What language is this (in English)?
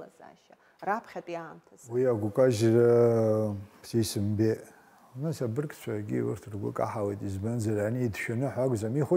Abkhazian